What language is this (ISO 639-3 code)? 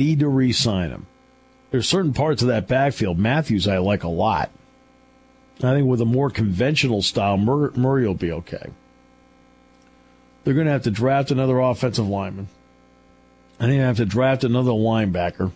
eng